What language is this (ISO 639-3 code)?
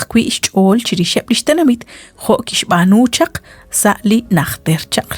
kek